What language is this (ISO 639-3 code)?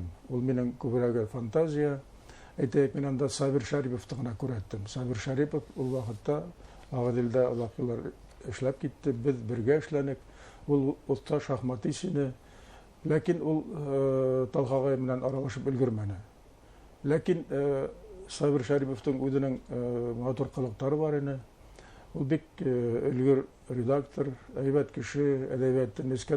bak